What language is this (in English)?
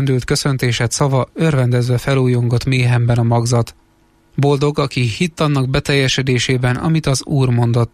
Hungarian